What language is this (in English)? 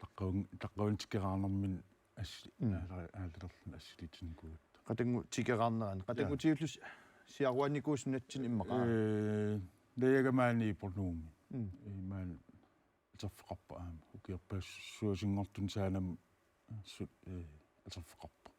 Kalaallisut